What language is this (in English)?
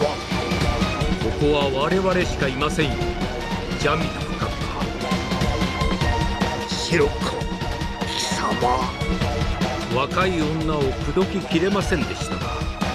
Japanese